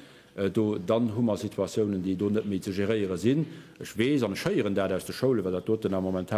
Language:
Luxembourgish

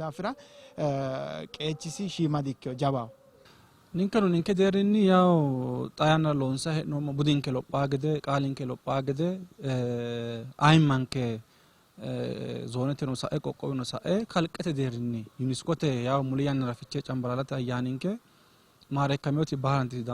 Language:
Sidamo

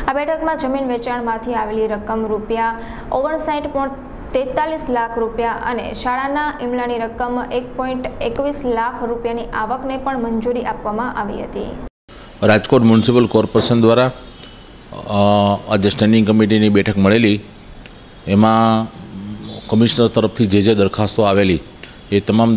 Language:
Gujarati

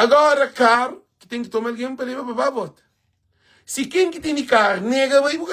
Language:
Kabuverdianu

